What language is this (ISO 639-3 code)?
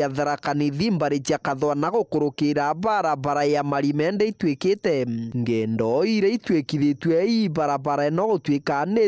mer